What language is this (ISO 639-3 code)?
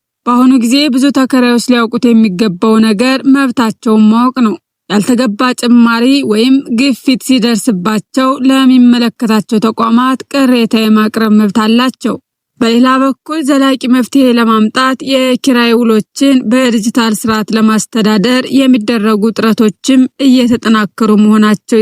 amh